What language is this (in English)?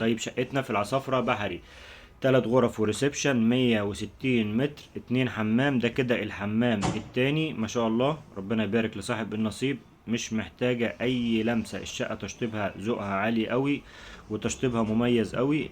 Egyptian Arabic